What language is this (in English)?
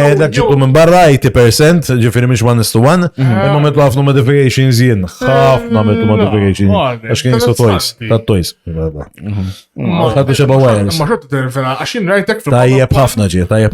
Maltese